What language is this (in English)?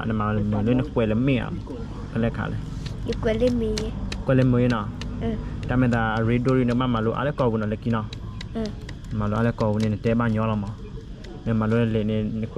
S'gaw Karen